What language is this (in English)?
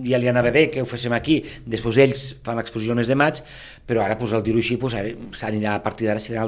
Catalan